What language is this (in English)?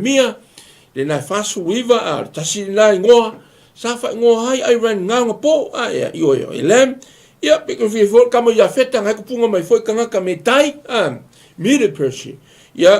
Samoan